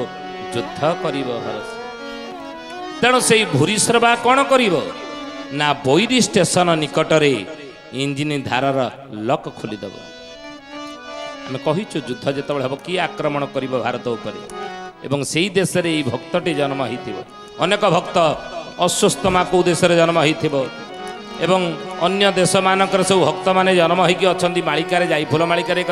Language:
Odia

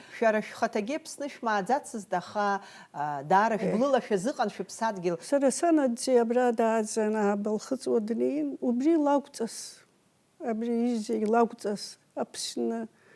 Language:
Abkhazian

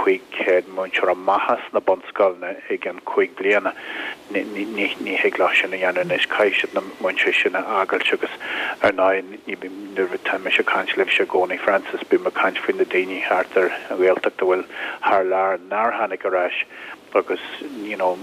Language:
Irish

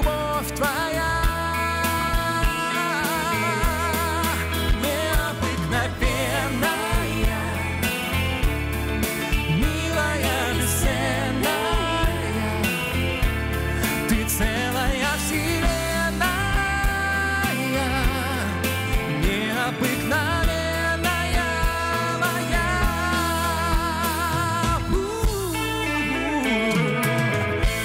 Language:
Russian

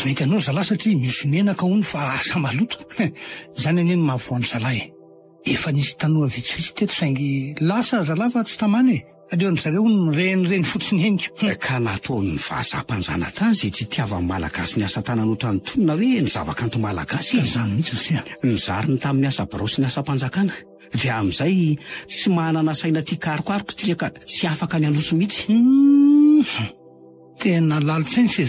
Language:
Malagasy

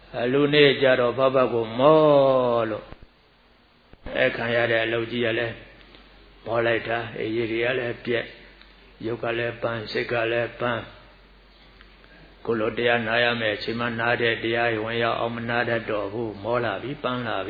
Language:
Burmese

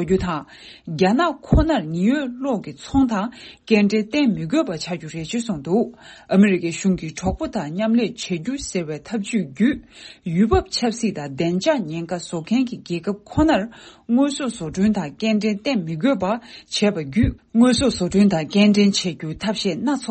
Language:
Tibetan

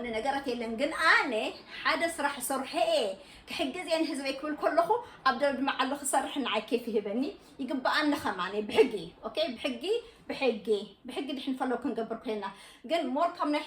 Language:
Tigrinya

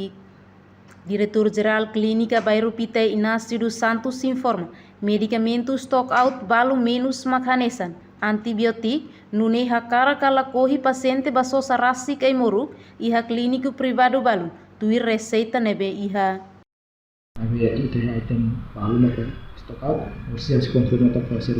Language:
Tetum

